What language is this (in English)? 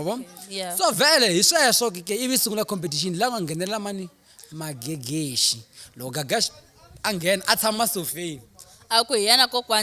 Tsonga